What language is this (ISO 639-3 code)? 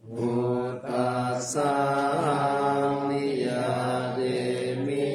pli